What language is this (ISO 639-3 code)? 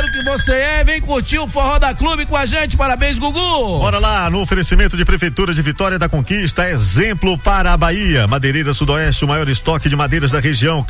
por